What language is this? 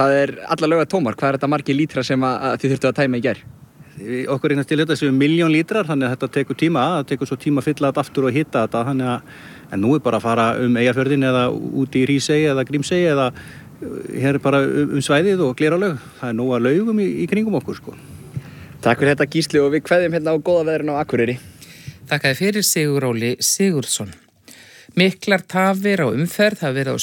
Icelandic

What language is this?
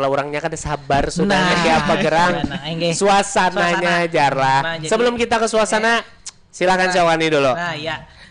Banjar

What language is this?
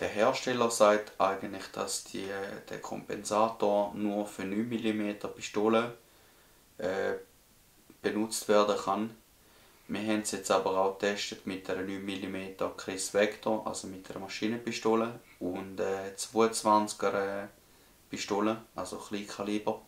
Swiss German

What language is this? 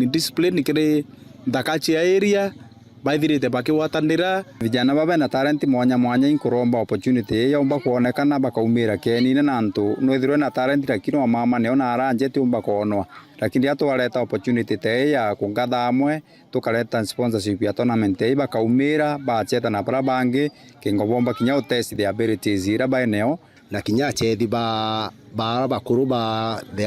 Meru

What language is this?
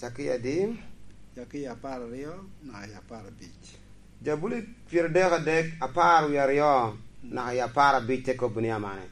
Lango (Uganda)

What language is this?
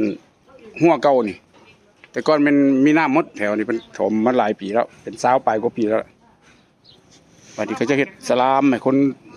Lao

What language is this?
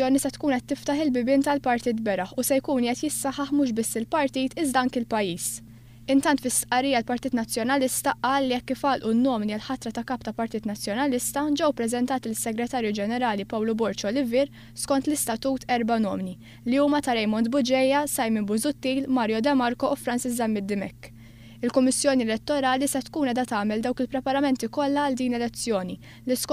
Maltese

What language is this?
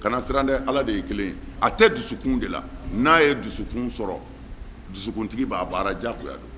Bambara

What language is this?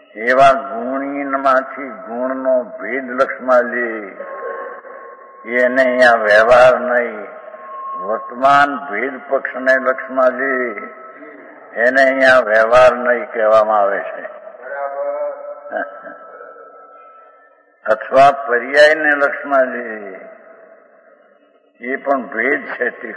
Gujarati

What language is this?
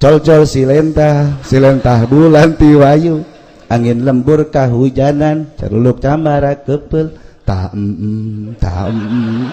Sundanese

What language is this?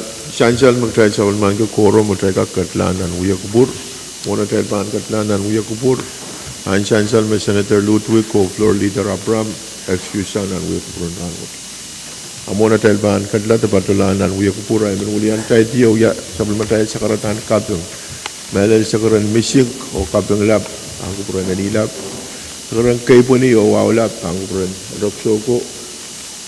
Pohnpeian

